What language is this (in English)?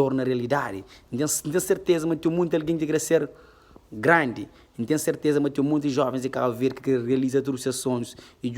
Kabuverdianu